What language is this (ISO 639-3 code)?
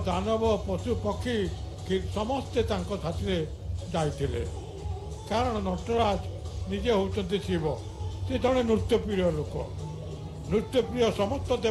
ori